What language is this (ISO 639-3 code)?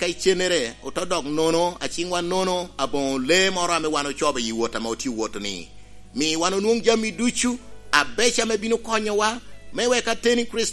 laj